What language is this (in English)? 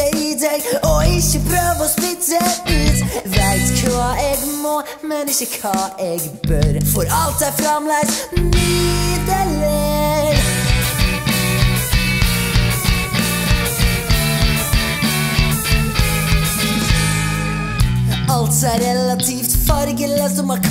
Norwegian